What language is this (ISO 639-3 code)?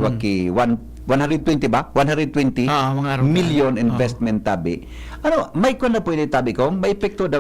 bik